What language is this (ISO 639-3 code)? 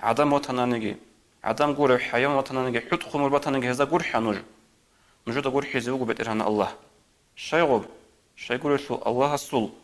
ava